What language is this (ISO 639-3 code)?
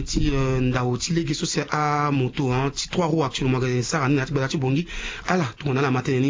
sag